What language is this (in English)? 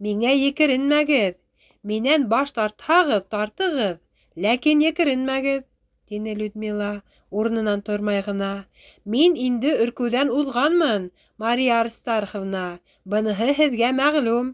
Bashkir